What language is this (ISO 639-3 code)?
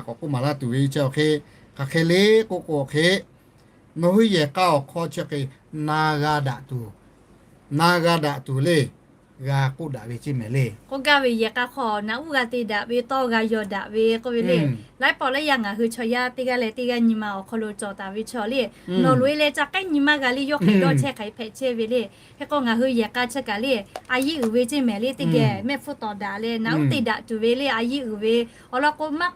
lhu